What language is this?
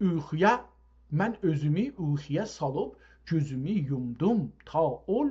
South Azerbaijani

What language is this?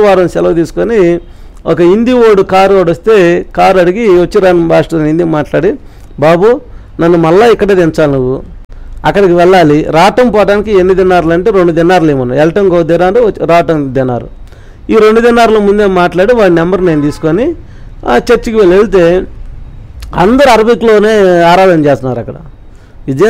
Telugu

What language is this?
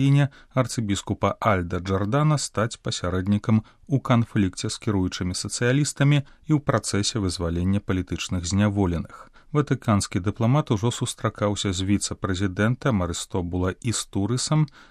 Belarusian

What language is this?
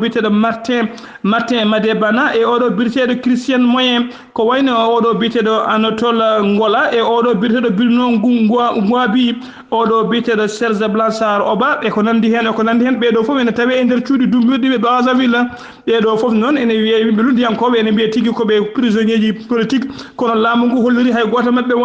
Fula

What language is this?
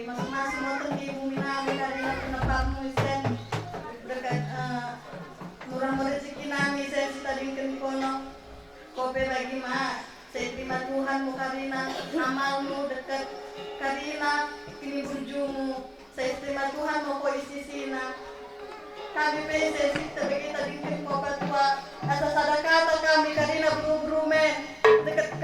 Batak Karo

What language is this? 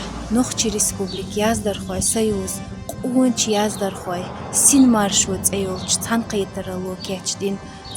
Chechen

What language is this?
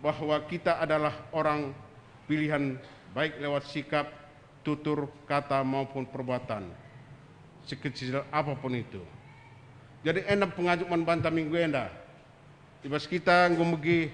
Batak Karo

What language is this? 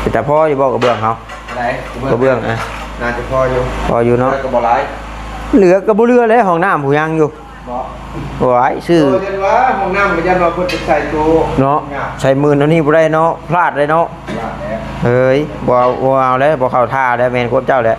Northeastern Thai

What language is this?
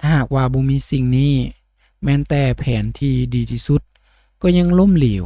Lao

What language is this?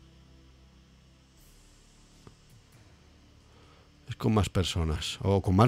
Spanish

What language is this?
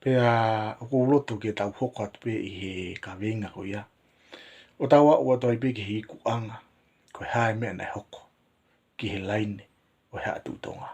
Tongan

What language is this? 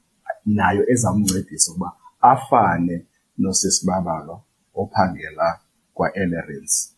Xhosa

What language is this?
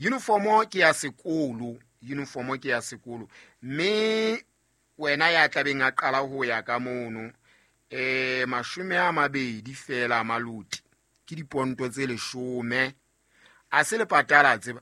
Southern Sotho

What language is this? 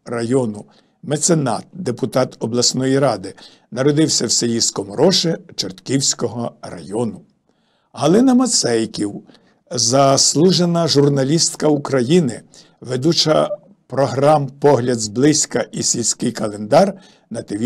Ukrainian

